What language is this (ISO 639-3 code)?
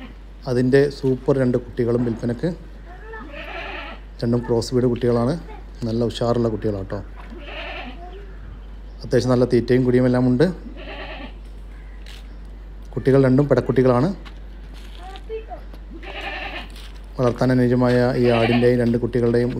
mal